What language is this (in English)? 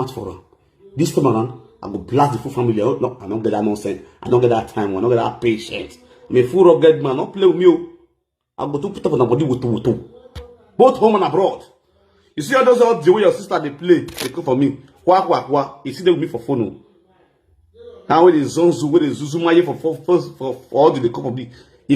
Nigerian Pidgin